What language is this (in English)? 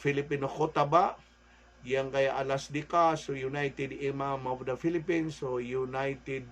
Maranao